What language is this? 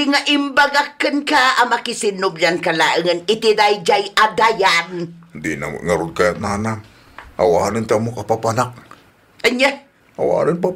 Iloko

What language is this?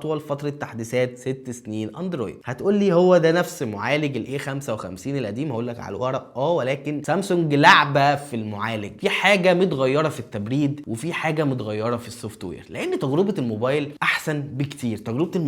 Egyptian Arabic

